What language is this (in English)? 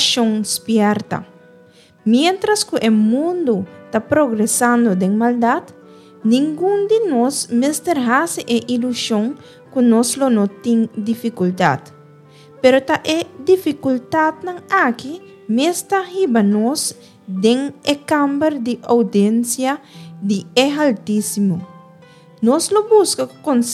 Papiamento